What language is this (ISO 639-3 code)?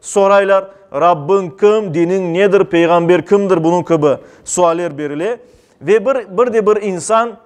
crh